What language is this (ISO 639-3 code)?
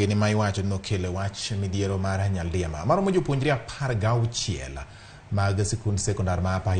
luo